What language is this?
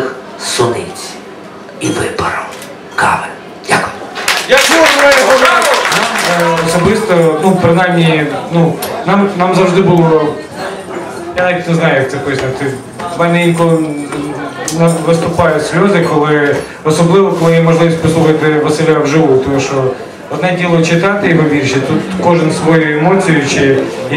Ukrainian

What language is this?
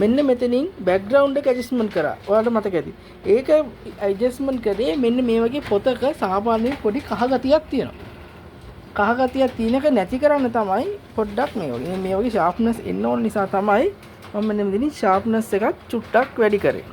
Sinhala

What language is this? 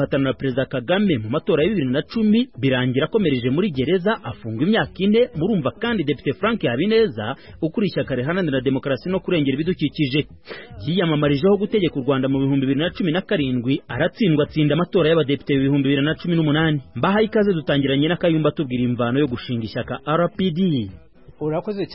Kinyarwanda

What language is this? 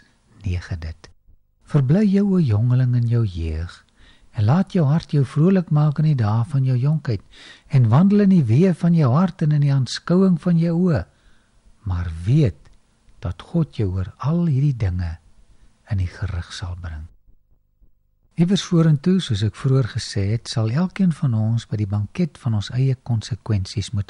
Afrikaans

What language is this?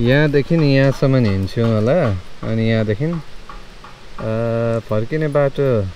Nepali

